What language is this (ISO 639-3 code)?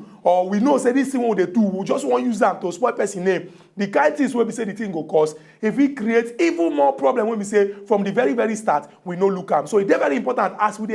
pcm